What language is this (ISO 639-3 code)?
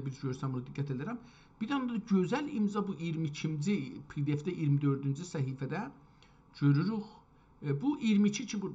azb